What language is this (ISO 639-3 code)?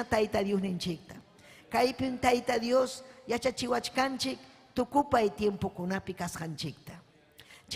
quy